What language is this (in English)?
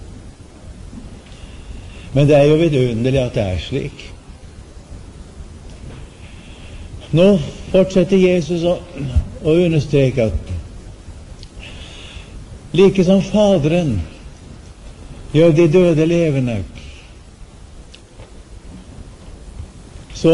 Norwegian